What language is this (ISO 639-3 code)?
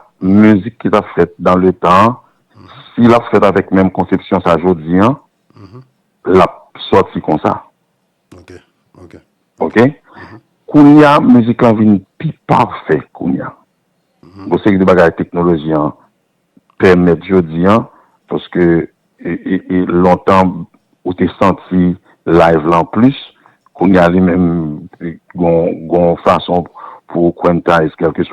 hat